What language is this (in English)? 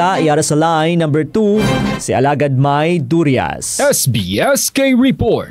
Hiligaynon